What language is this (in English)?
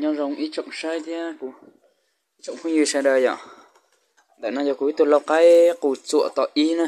Hmong